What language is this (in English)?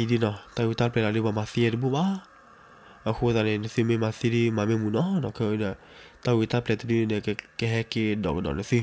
S'gaw Karen